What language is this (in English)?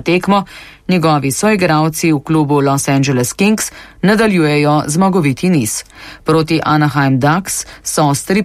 Slovenian